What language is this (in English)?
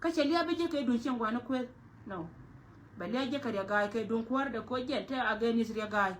Nuer